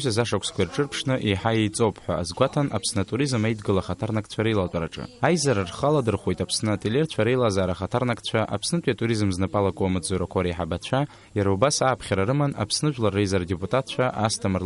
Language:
Abkhazian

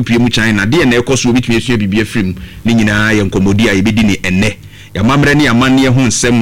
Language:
Akan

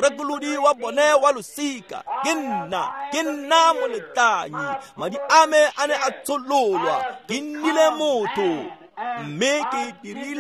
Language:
Tswana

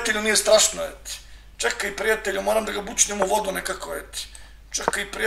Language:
Serbian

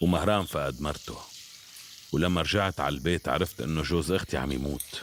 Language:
North Levantine Arabic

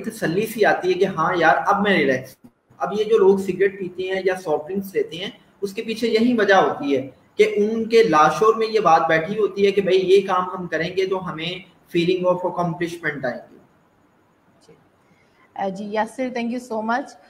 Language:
Urdu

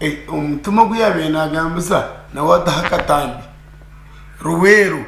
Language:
Nyankole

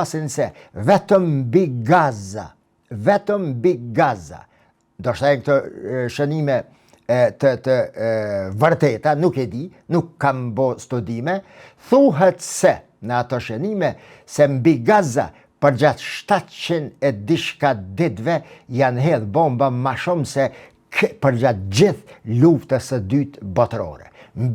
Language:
Albanian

